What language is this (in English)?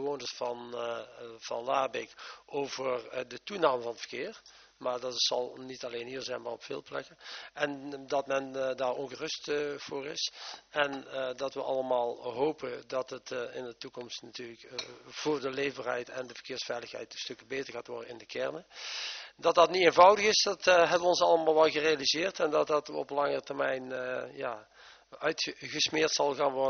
Dutch